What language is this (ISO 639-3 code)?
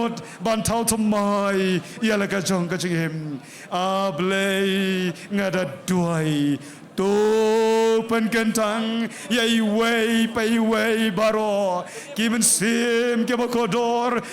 kha